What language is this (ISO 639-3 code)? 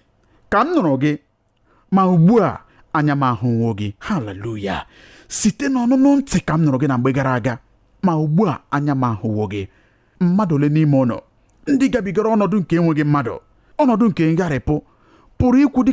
ibo